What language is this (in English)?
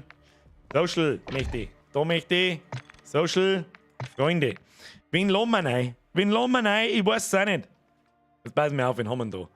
Bavarian